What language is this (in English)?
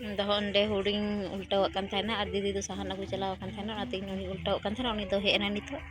Santali